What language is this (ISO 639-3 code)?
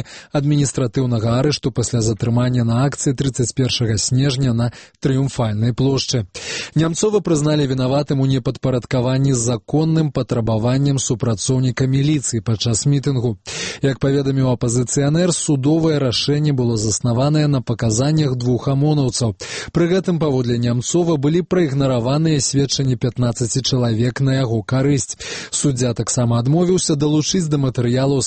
bel